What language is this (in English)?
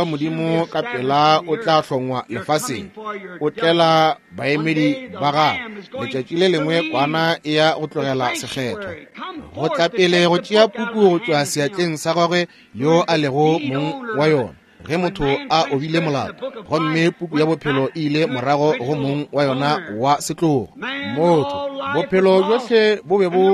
Northern Sotho